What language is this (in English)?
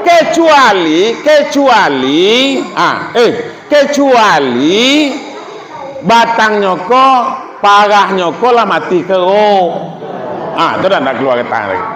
Minangkabau